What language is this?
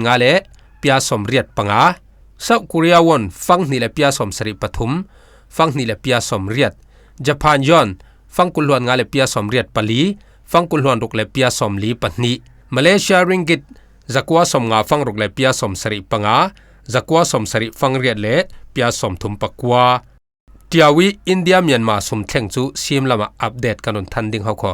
Falam Chin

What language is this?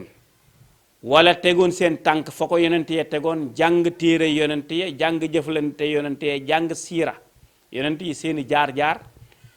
Wolof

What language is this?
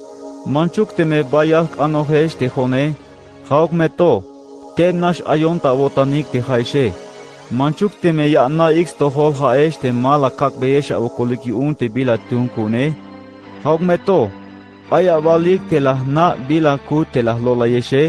Tzeltal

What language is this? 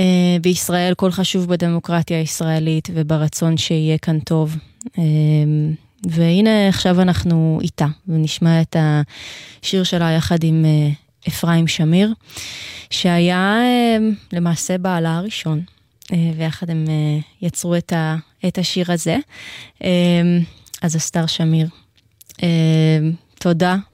Hebrew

